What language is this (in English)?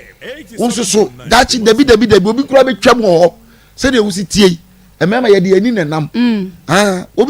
Akan